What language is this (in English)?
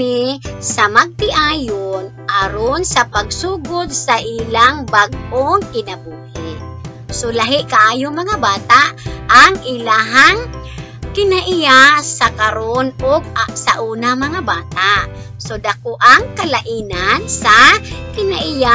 Cebuano